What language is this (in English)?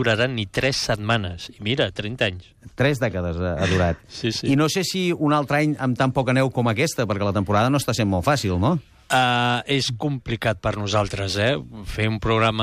Catalan